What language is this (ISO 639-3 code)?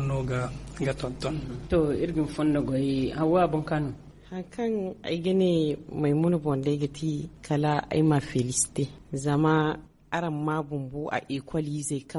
dje